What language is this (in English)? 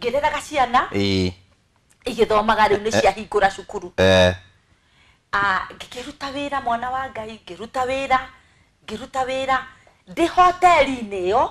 Kikuyu